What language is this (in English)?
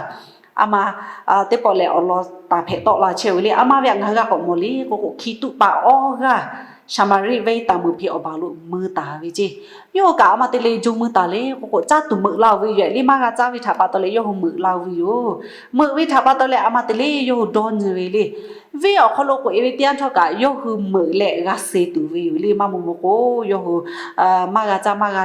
Lahu